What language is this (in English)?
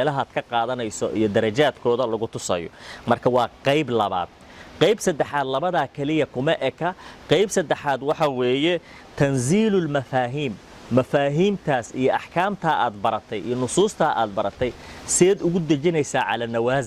Somali